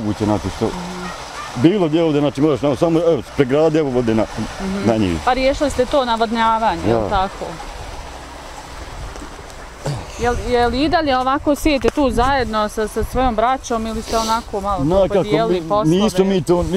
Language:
Bosnian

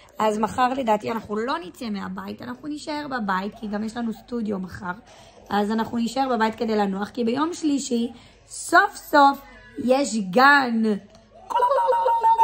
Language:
Hebrew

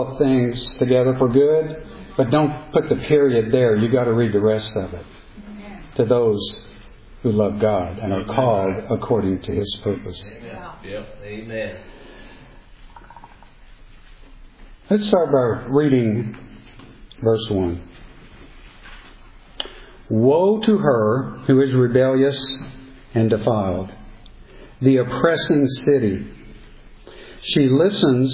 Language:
English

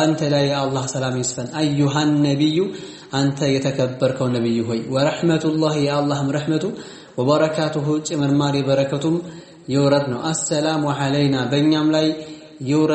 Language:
Amharic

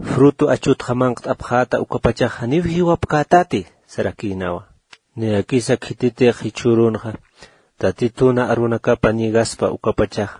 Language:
Aymara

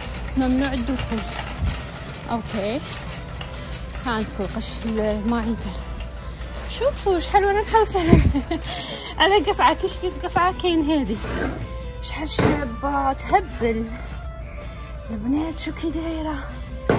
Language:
Algerian Arabic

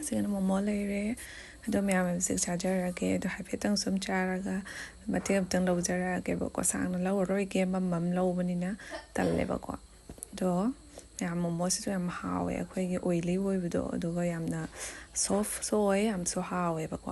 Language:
Manipuri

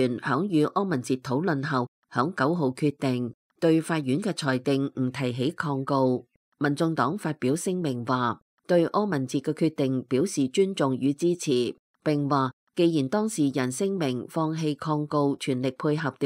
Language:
Cantonese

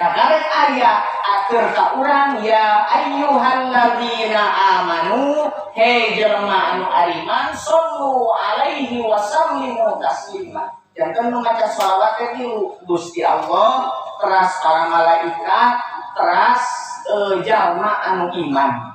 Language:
Sundanese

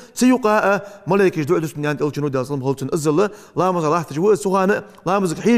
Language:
Ingush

